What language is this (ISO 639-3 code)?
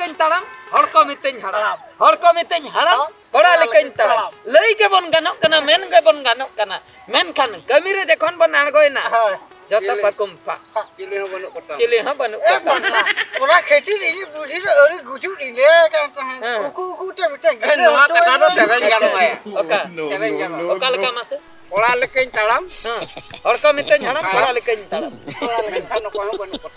sat